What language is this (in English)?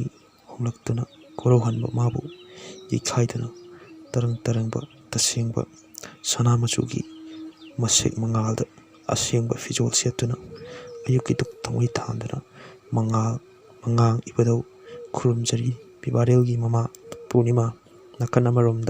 Manipuri